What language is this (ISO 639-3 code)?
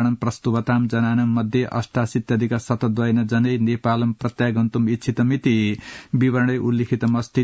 san